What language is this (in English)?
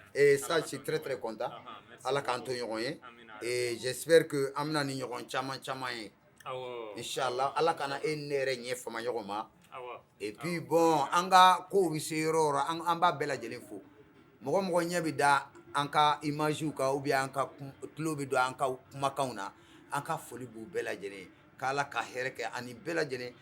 Bambara